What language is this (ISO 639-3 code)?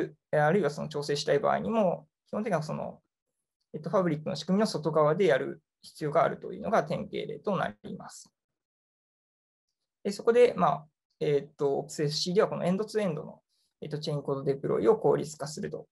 jpn